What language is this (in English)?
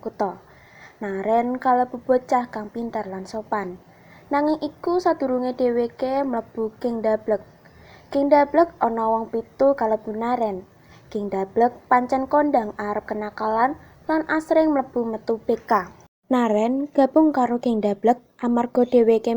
Javanese